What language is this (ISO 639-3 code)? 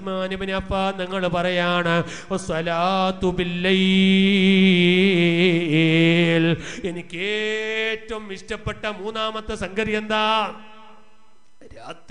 mal